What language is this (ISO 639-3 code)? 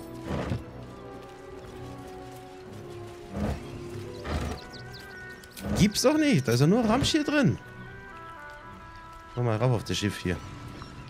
deu